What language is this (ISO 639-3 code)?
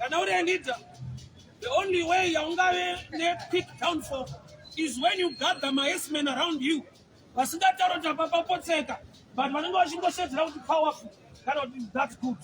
sna